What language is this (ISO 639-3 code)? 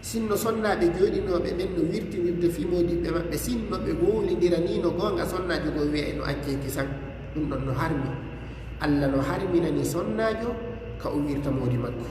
ful